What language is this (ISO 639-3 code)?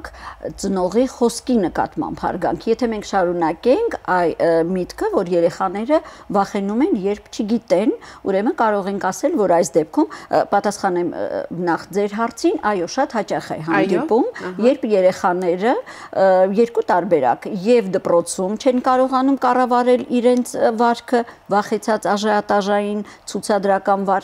hye